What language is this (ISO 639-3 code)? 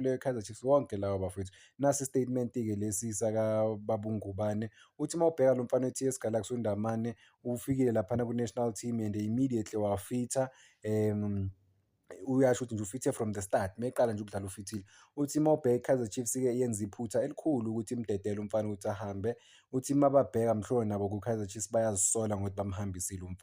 zul